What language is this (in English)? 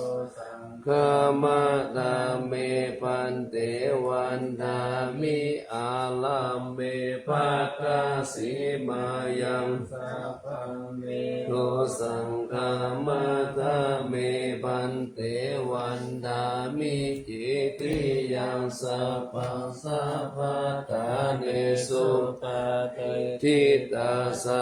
Pali